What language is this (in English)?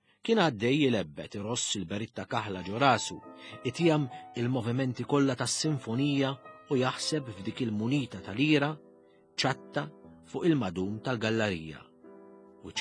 Maltese